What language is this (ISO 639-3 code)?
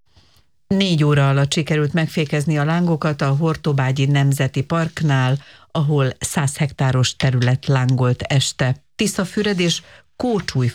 hun